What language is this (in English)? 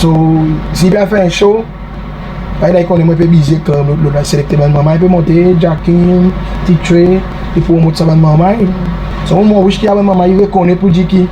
Seselwa Creole French